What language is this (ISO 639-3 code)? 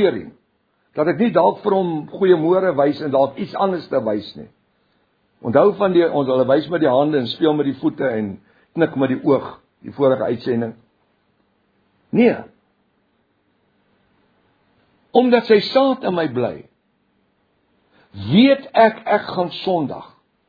afr